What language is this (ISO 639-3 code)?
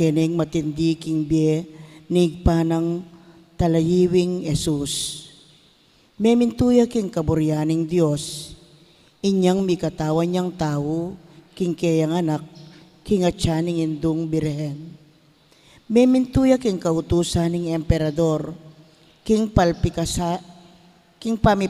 pam